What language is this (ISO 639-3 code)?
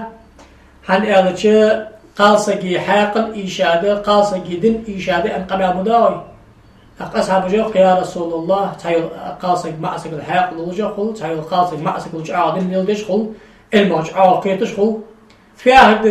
inh